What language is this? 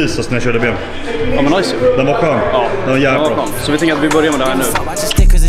Swedish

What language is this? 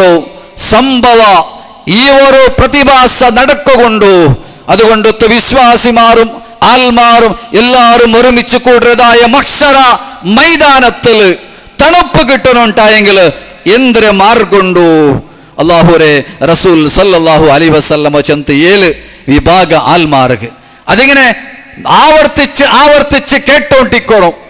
Malayalam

